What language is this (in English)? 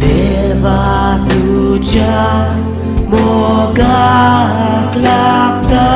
Konkani